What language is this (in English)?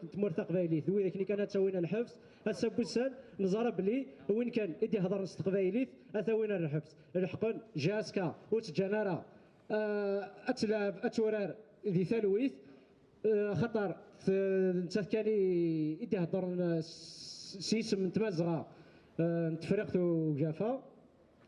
Kabyle